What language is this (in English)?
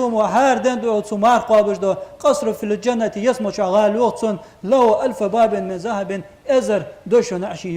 Ingush